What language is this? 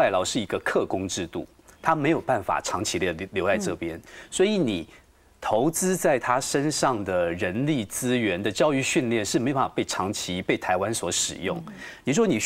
Chinese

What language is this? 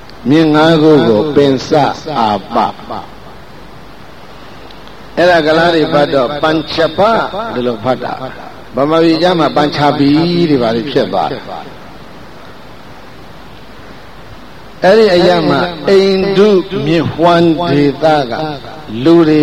Burmese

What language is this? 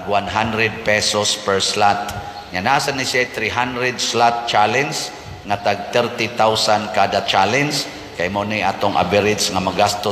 Cebuano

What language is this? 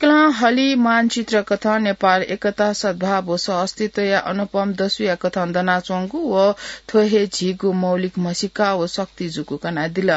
Newari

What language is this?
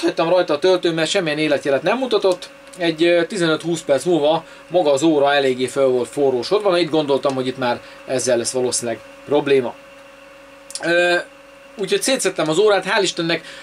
Hungarian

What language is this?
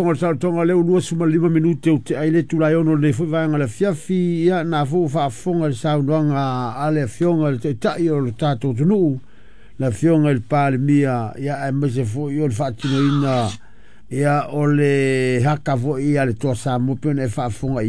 Samoan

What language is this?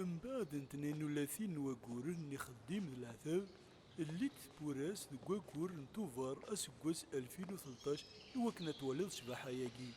Kabyle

